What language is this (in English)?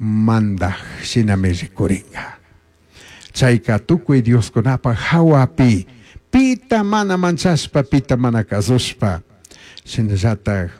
Chimborazo Highland Quichua